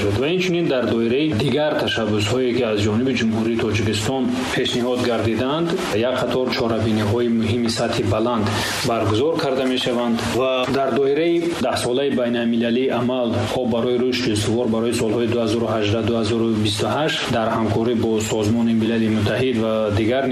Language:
Tajik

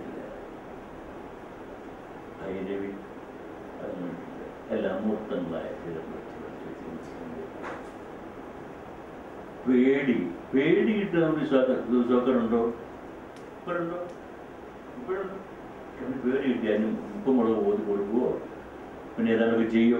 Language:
Malayalam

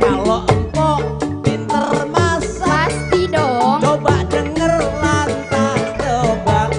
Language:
Betawi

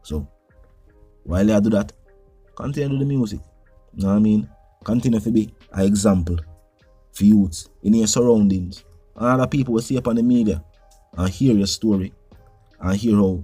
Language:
Jamaican Creole English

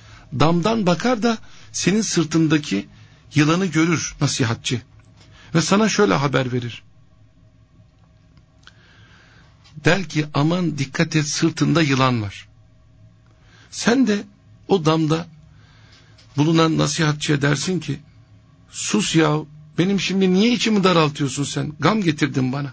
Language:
Turkish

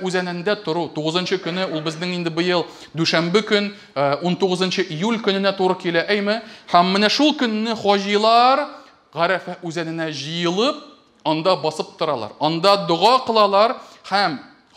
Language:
Tatar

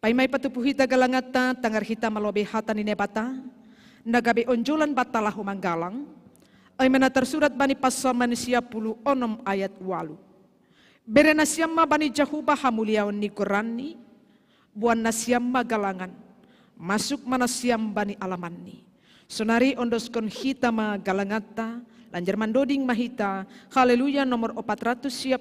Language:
Batak Simalungun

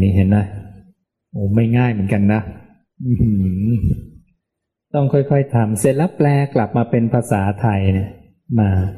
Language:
Thai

